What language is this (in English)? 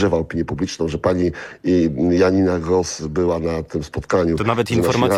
Polish